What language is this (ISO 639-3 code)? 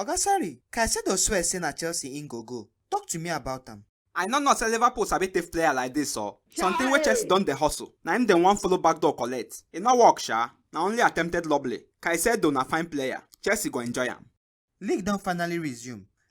pcm